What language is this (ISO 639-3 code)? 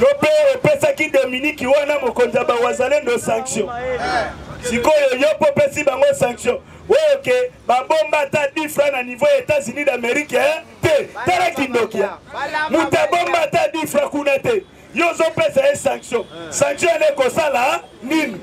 lin